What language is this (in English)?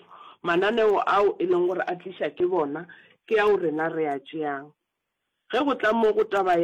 Northern Sotho